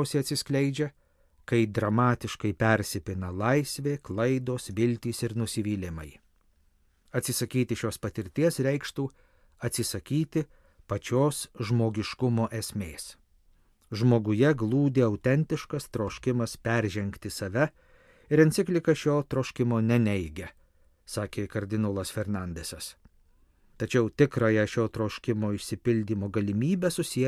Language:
Lithuanian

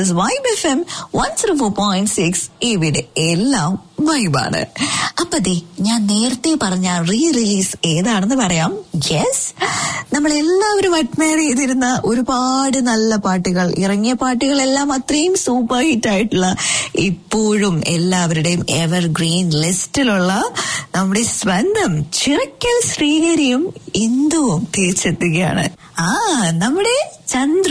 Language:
Malayalam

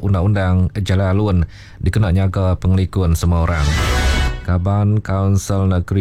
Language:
Iban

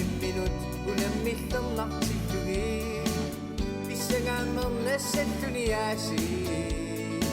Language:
Kalaallisut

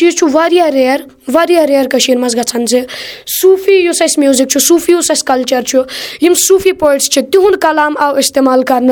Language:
Kashmiri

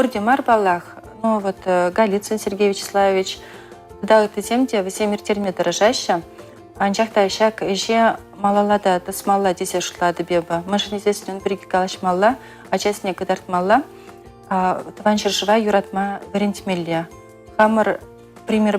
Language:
Chuvash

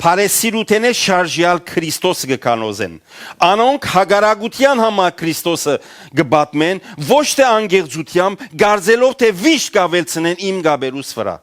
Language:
Western Armenian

